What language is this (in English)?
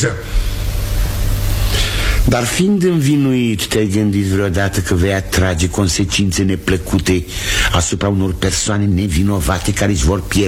Romanian